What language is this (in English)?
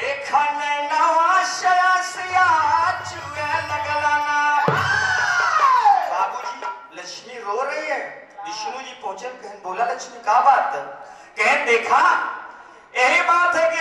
Bhojpuri